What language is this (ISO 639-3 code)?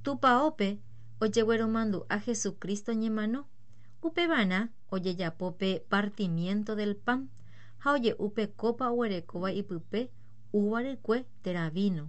grn